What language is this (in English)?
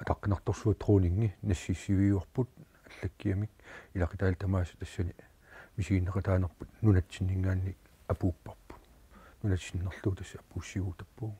Kalaallisut